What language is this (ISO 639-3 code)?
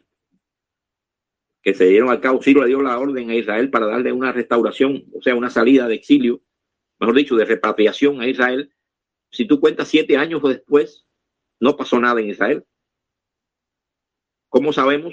spa